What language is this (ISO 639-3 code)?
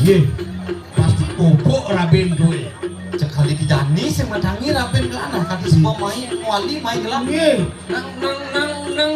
ban